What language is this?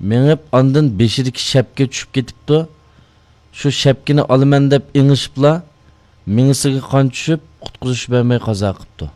Uyghur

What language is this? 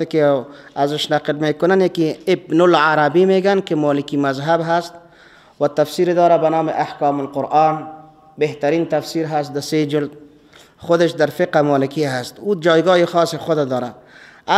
Persian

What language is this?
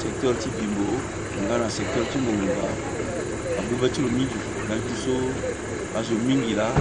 Sango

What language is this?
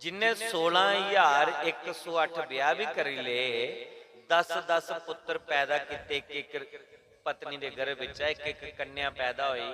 Dogri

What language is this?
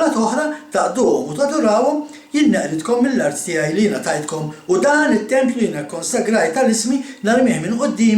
Maltese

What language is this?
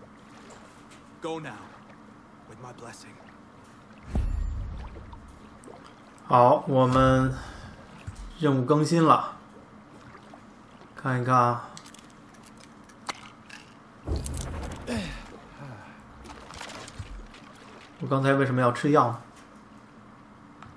Chinese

